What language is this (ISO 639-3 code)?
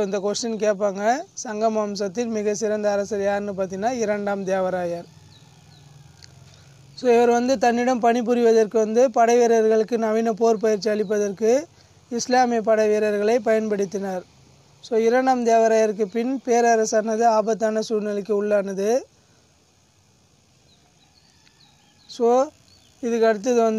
tam